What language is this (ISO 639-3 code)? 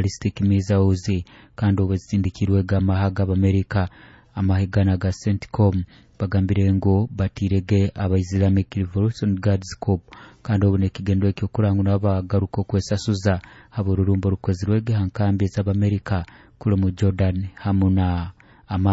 nyo